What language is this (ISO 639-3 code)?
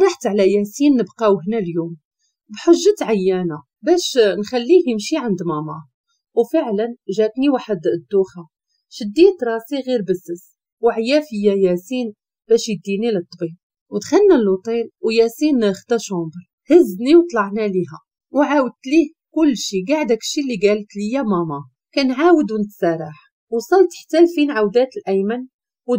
ary